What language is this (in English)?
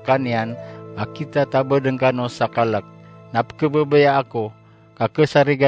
Maranao